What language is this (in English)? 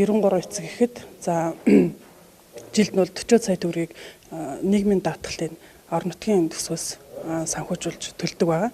Mongolian